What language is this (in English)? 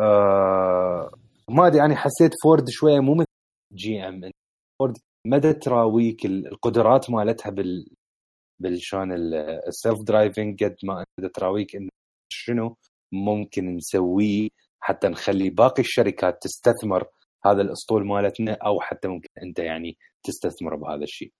Mesopotamian Arabic